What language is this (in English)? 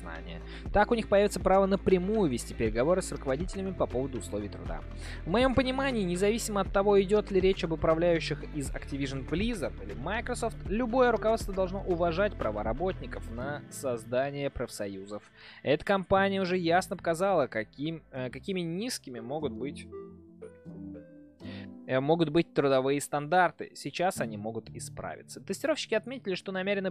Russian